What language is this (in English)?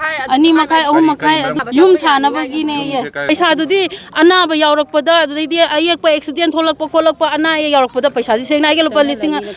Manipuri